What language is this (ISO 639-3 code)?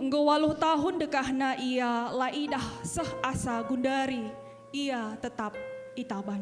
btx